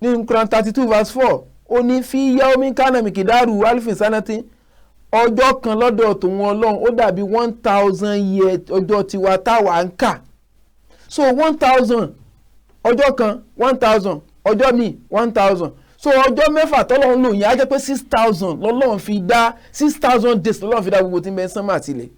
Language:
Yoruba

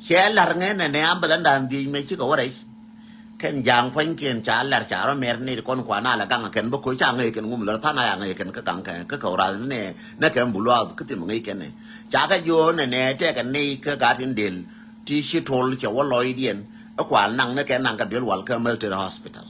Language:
Nuer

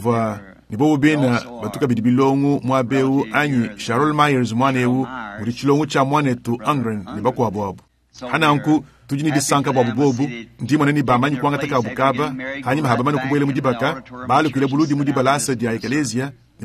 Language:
Luba-Lulua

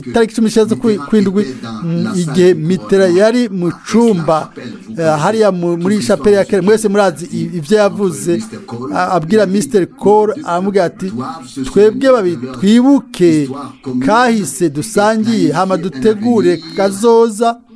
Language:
Rundi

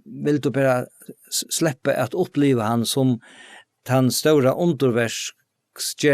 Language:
Faroese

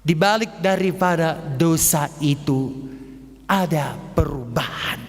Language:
Batak Toba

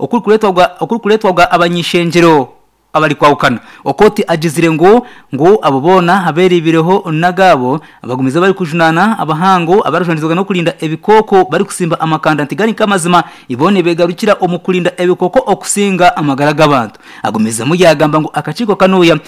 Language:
Nyankole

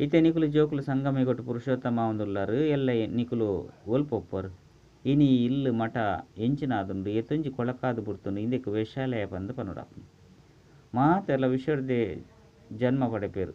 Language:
Tulu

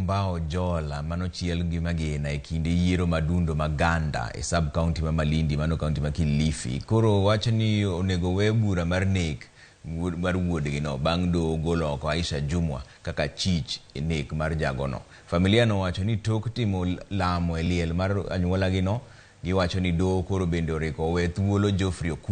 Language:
Luo (Kenya and Tanzania)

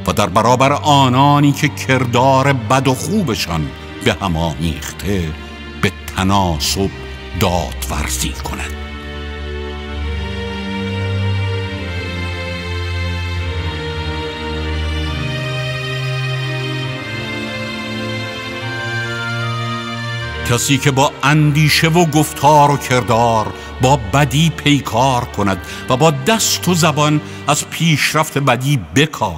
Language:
Persian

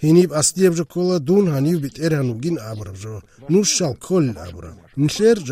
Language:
Avaric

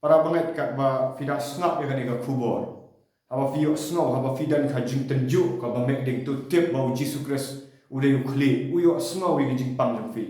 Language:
Khasi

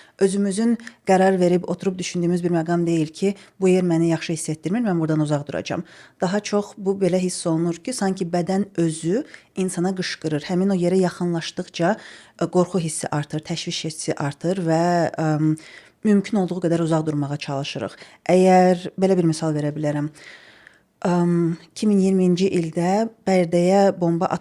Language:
Azerbaijani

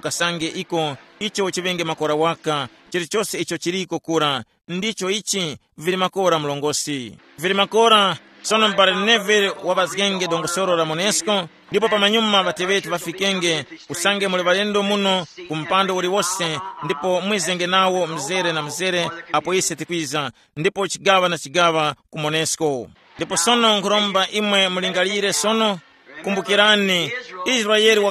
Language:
Tumbuka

